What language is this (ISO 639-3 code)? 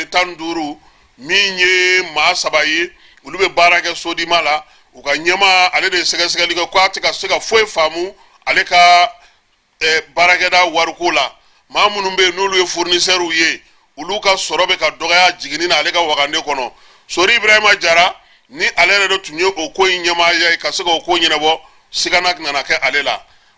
bam